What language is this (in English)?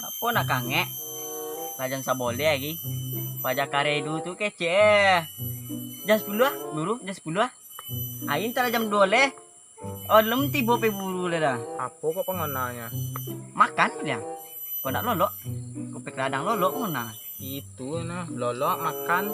Minangkabau